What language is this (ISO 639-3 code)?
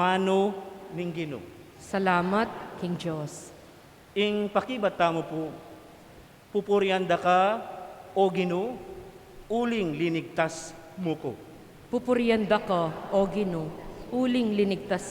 pam